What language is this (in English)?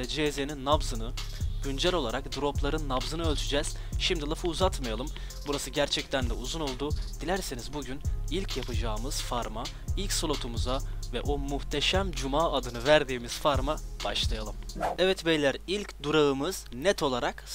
Turkish